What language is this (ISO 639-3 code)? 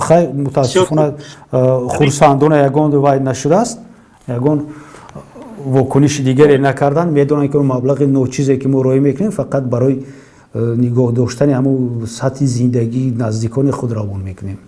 tgk